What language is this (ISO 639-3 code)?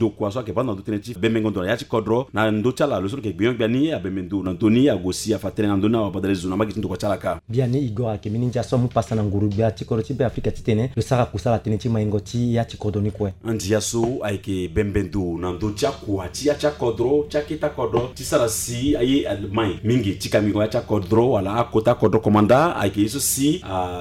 sag